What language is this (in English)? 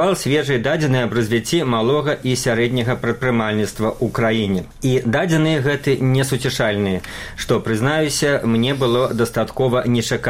Belarusian